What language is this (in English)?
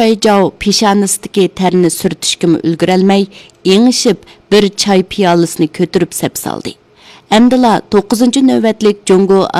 Uyghur